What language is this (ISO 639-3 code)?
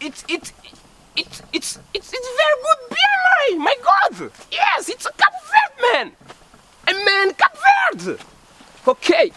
kea